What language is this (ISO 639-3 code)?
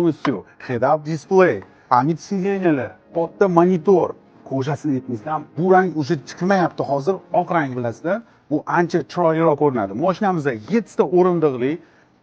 uzb